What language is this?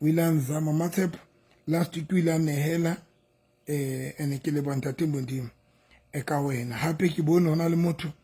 Southern Sotho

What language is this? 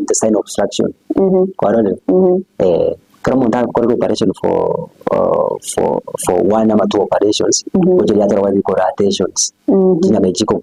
Gusii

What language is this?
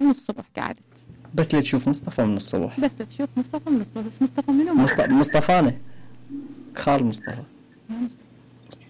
Mesopotamian Arabic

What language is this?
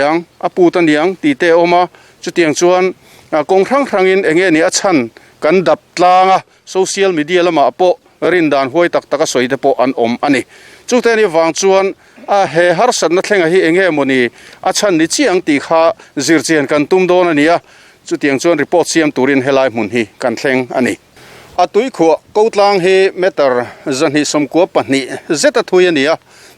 Mizo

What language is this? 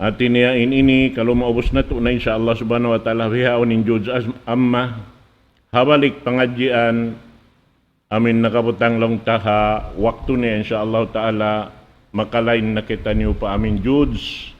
Tausug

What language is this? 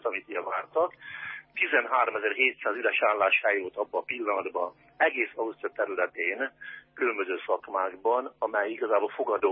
Hungarian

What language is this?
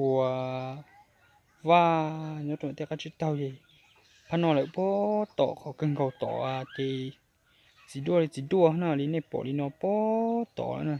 Hmong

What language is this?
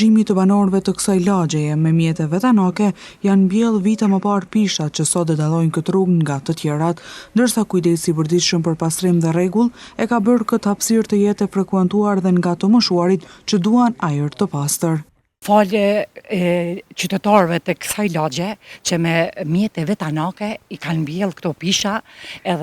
Albanian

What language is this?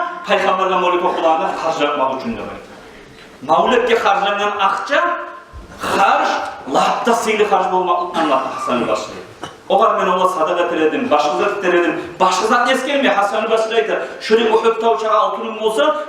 Kumyk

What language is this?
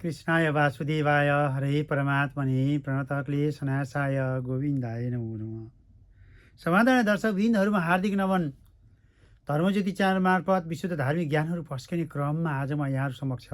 Nepali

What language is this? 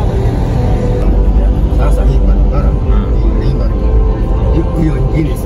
Swahili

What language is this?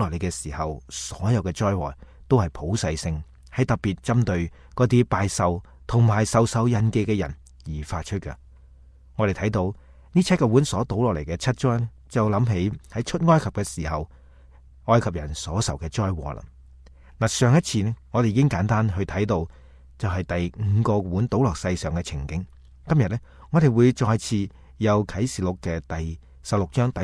Cantonese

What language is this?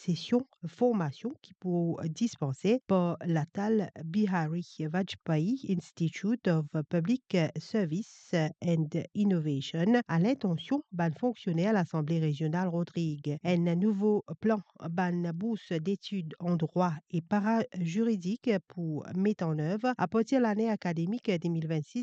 Morisyen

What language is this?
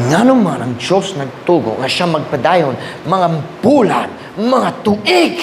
Cebuano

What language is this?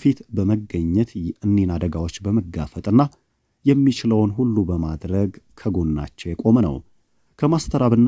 Amharic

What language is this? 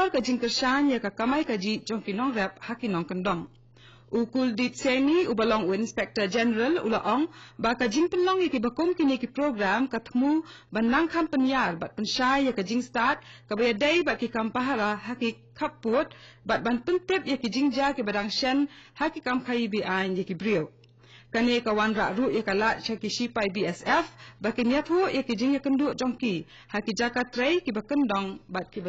Khasi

